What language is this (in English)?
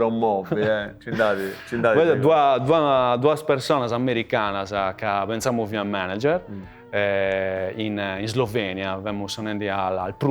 Sardinian